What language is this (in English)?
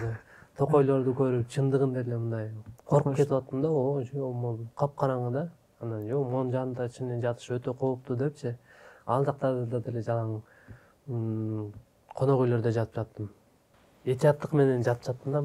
Kyrgyz